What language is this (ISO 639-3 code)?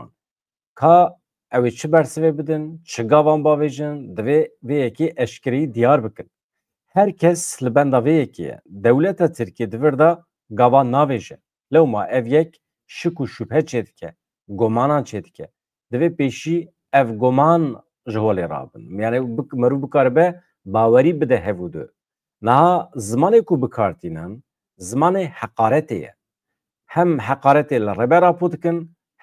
kur